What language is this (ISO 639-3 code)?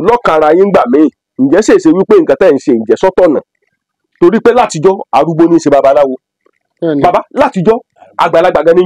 yor